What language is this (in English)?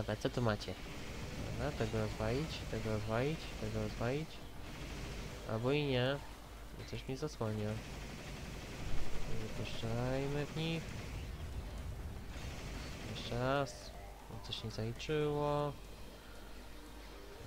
Polish